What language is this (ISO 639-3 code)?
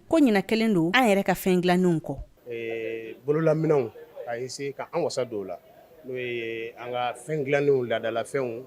bam